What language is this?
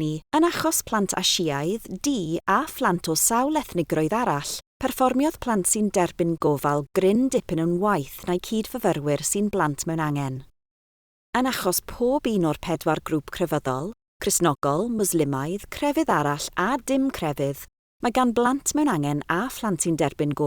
Welsh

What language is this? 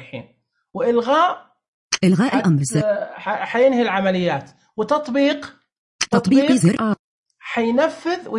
Najdi Arabic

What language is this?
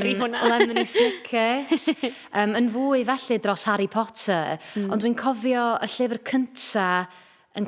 Welsh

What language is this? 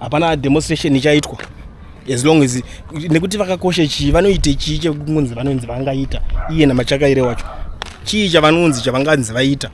Shona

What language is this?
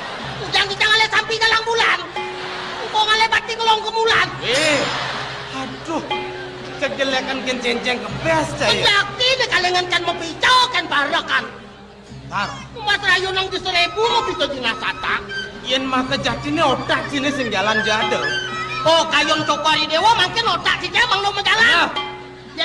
Balinese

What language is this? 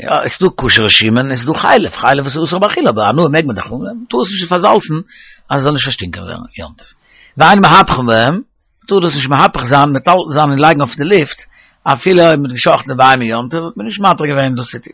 Yiddish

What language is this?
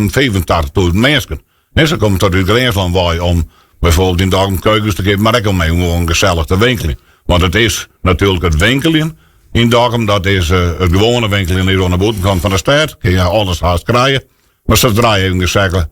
Western Frisian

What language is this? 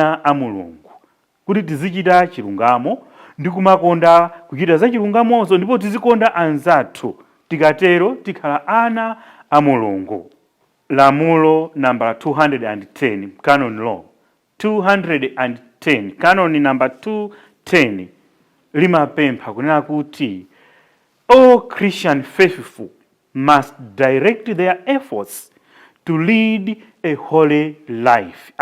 Nyanja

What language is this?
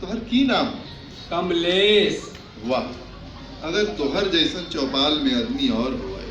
Magahi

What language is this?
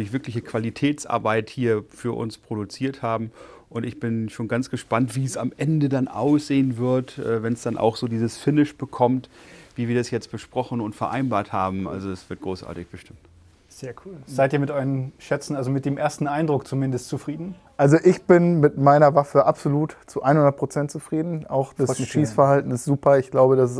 German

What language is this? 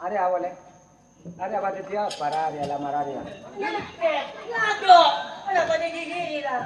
Madurese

